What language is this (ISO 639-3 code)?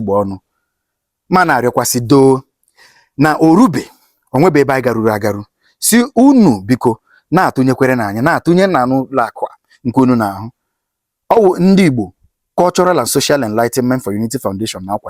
ibo